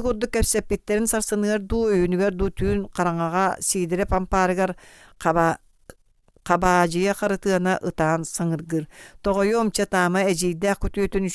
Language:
Yakut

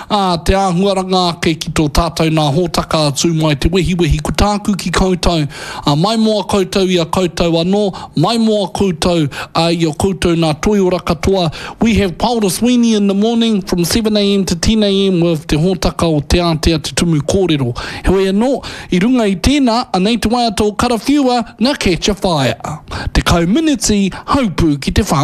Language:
Māori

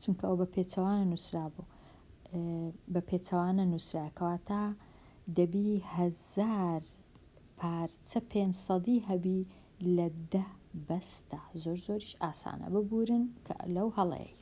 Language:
Central Kurdish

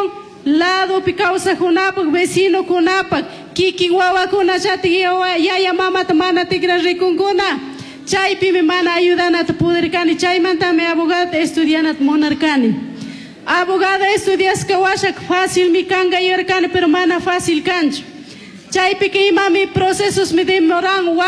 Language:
Chimborazo Highland Quichua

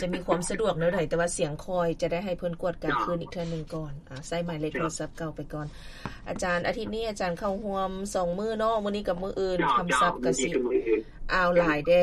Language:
Lao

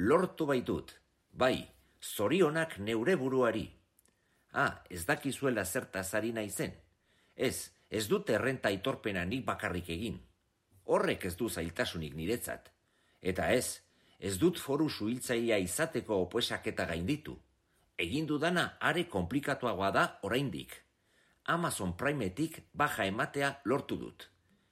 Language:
Basque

